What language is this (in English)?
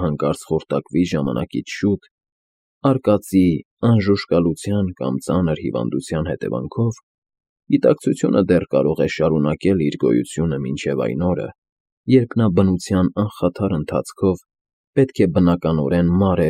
Armenian